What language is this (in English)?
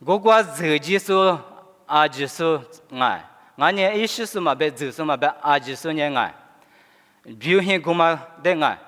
Lisu